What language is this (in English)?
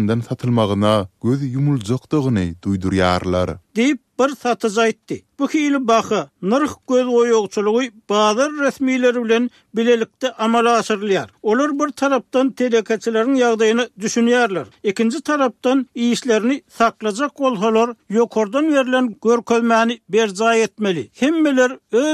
Turkmen